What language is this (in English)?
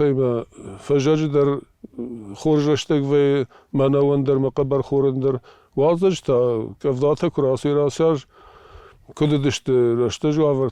Ossetic